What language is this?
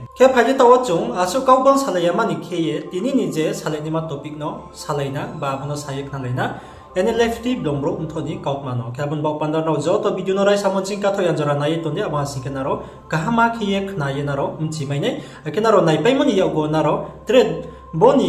Riang (India)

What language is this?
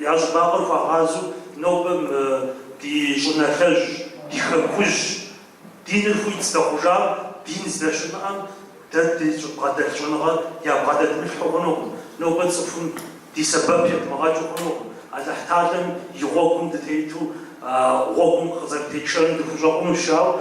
Kabardian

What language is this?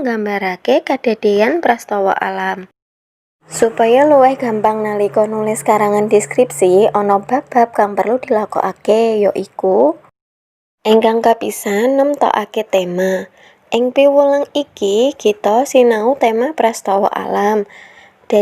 Javanese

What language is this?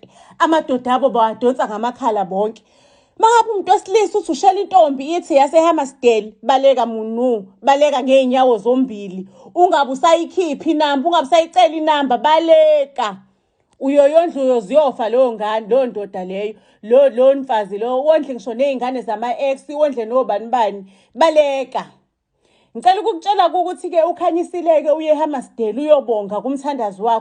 Zulu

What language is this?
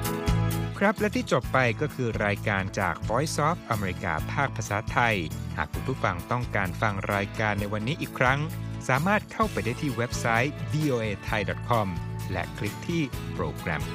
Thai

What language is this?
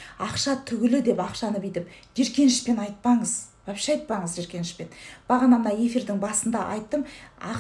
Kazakh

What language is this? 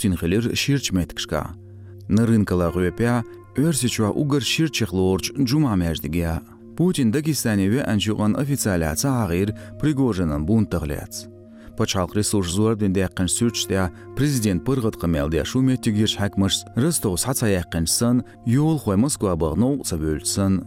Chechen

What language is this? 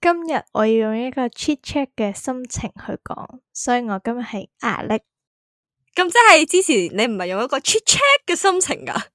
Cantonese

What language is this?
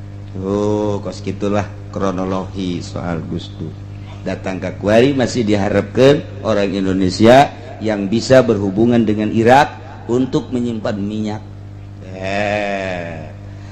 Sundanese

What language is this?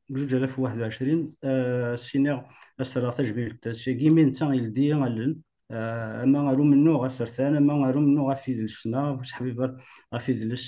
Kabyle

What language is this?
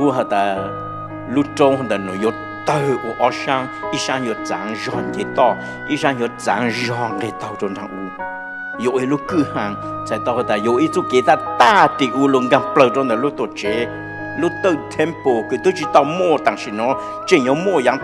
Hmong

